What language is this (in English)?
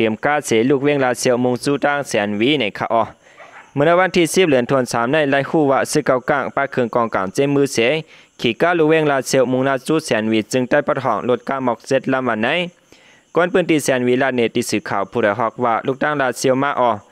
Shan